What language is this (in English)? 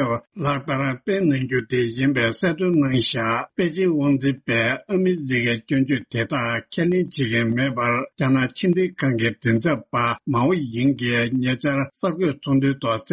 Tibetan